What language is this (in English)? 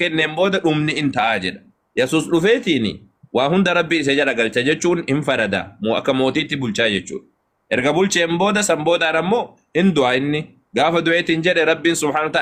Oromo